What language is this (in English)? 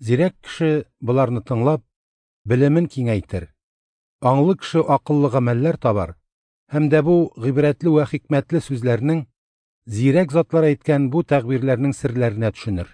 Tatar